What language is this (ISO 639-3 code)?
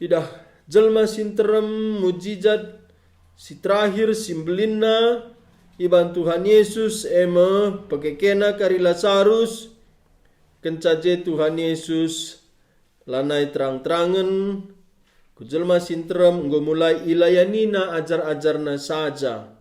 btx